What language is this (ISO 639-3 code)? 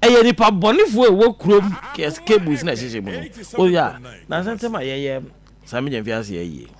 aka